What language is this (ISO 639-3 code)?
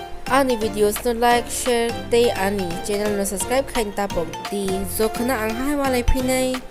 trp